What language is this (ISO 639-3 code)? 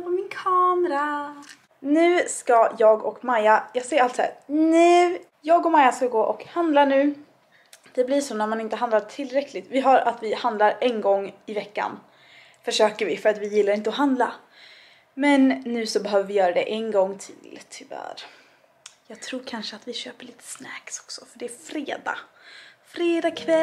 swe